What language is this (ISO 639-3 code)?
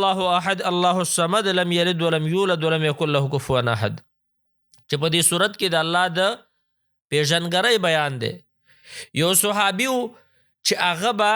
pus